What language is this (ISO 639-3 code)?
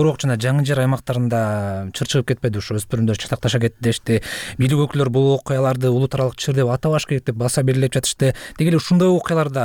kir